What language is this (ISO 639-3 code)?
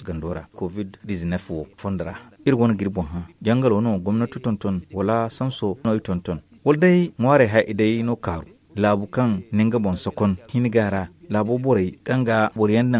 dje